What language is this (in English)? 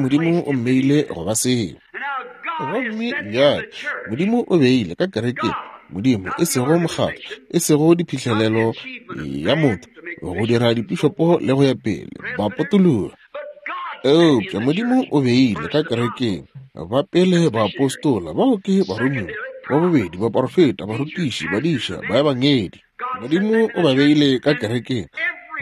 Northern Sotho